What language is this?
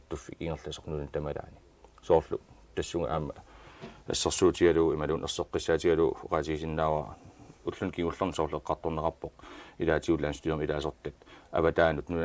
Kalaallisut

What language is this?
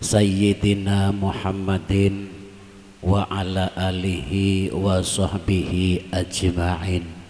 Madurese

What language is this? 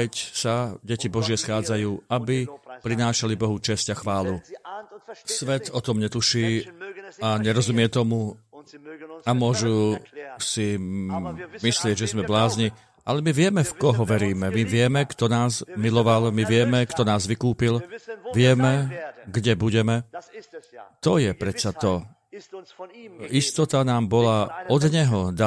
Slovak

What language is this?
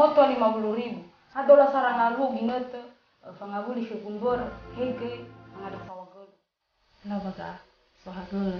Nias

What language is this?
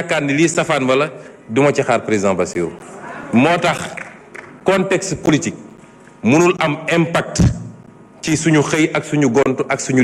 Wolof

